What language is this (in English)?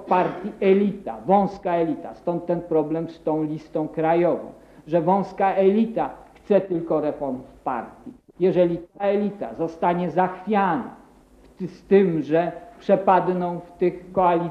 Polish